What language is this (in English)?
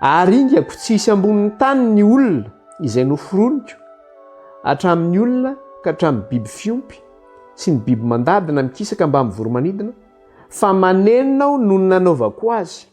Malagasy